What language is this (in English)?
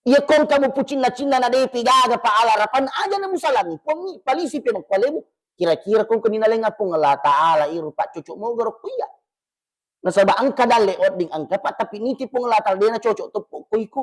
Buginese